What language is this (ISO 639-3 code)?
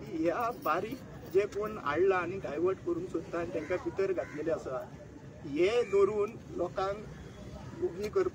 kok